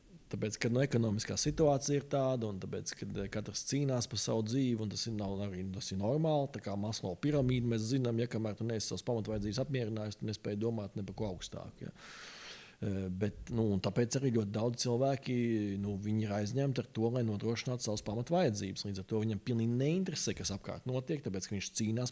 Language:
Latvian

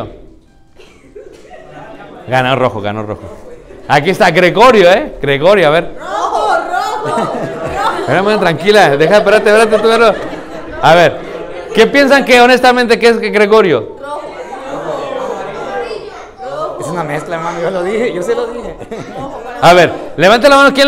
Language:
Spanish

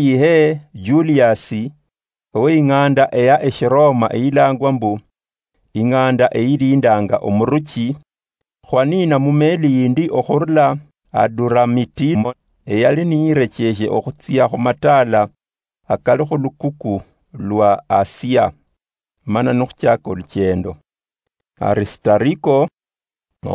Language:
Luyia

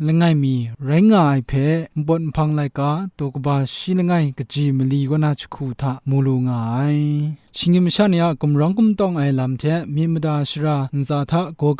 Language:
Kachin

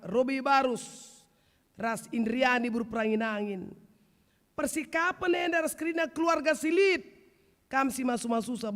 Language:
Batak Karo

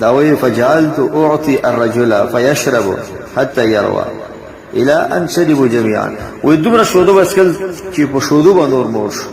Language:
Pashto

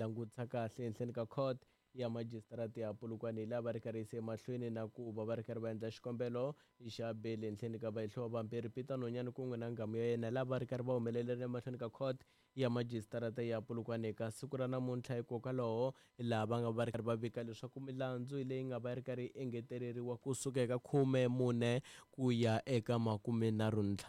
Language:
Tsonga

